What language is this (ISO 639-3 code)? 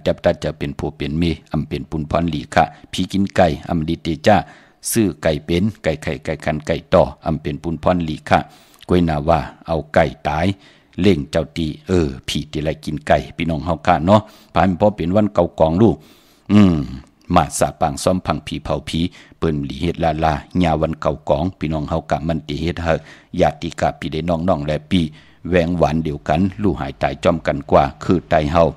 shn